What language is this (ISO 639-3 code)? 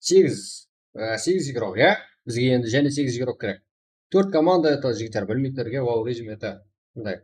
kaa